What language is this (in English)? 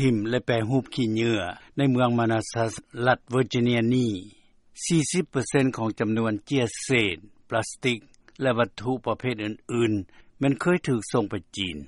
Lao